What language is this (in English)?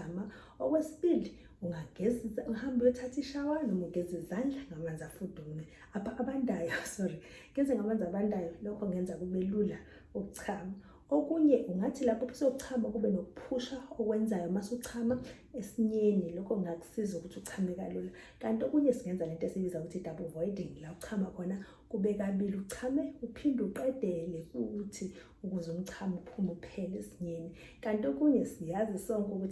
Zulu